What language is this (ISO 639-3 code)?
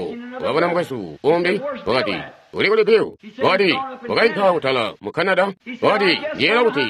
toi